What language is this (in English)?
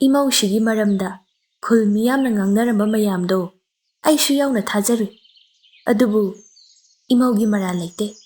Manipuri